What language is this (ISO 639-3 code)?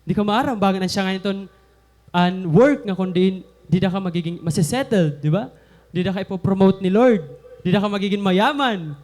war